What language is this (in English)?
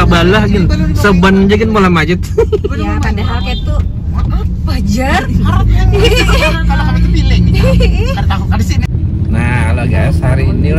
Banjar